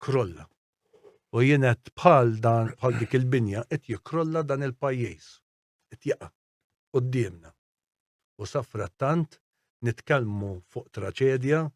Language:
Maltese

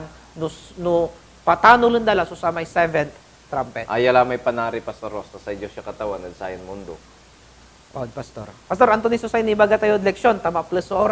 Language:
Pangasinan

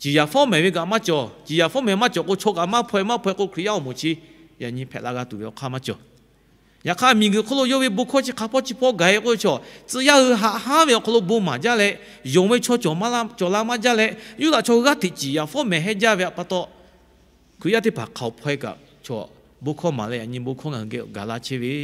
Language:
Lahu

